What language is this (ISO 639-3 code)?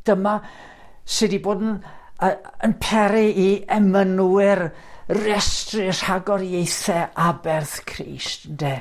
cym